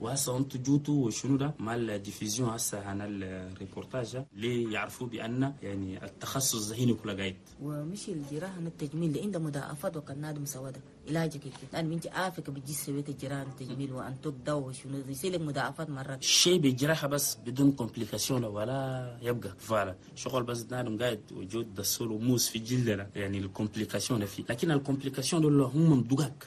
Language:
Chadian Arabic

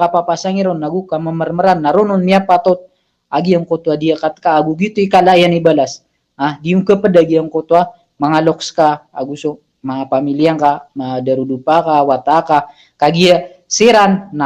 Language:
Maranao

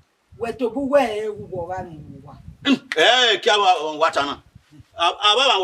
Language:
Bini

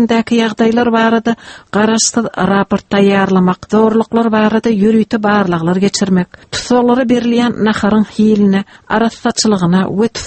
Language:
Turkmen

